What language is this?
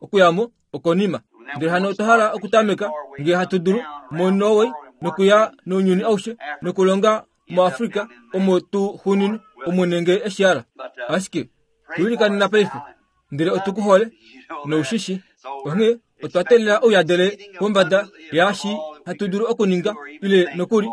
Kuanyama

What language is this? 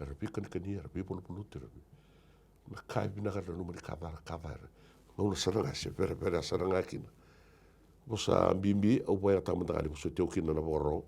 Fijian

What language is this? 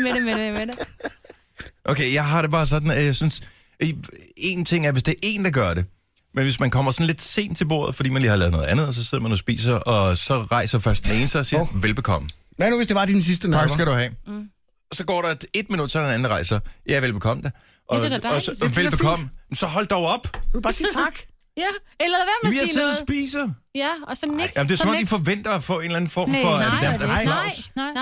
Danish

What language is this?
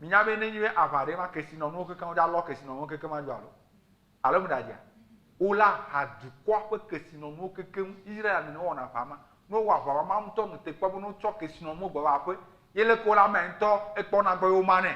Ewe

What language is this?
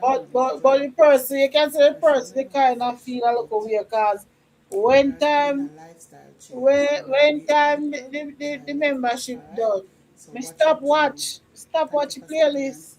Jamaican Creole English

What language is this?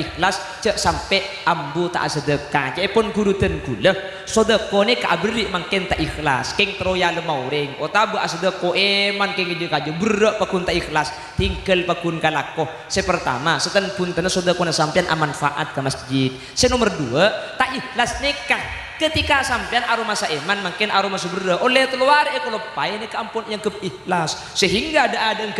Madurese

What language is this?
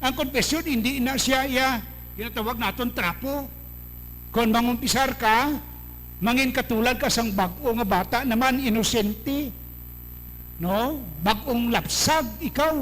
Hiligaynon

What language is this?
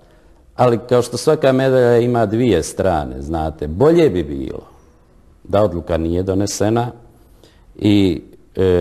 Bosnian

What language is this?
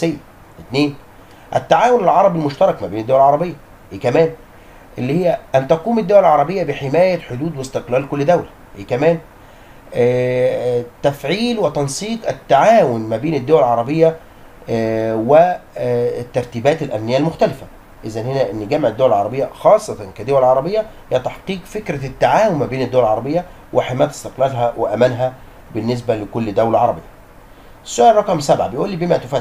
Egyptian Arabic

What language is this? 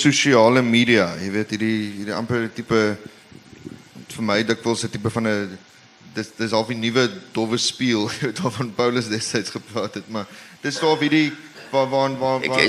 Afrikaans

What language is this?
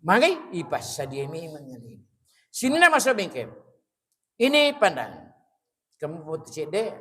Buginese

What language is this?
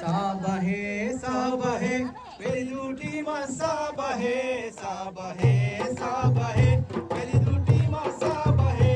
Divehi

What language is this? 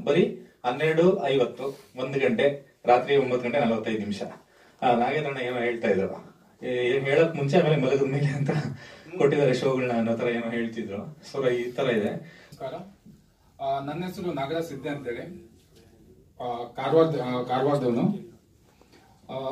Kannada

